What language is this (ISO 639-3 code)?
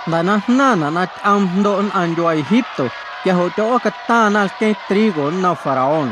amu